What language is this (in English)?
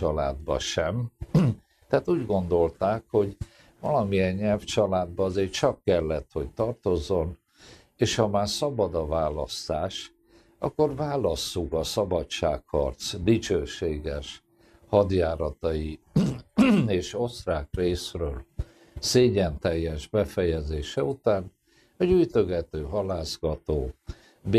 Hungarian